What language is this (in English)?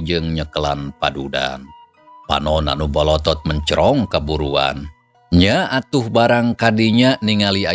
Sundanese